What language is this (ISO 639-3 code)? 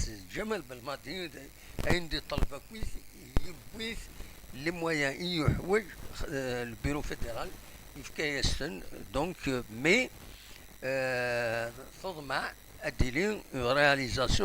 kab